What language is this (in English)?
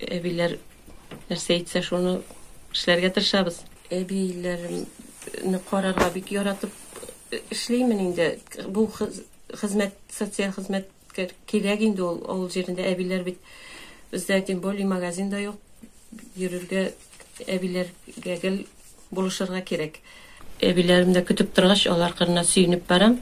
Tatar